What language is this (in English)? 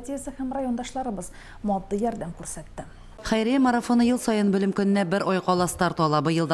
Tatar